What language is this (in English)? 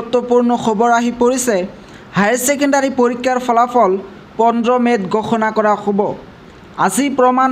Assamese